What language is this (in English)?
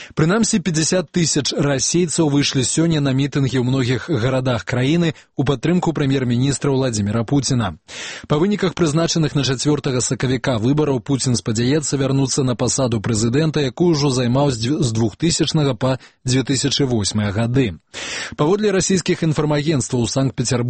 Belarusian